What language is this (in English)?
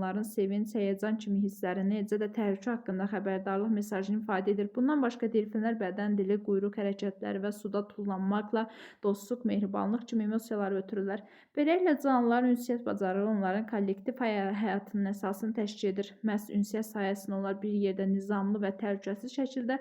Azerbaijani